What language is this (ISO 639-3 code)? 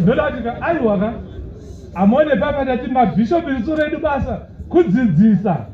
sna